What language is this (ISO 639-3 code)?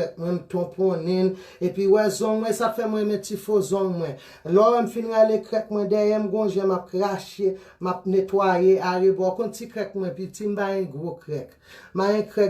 hat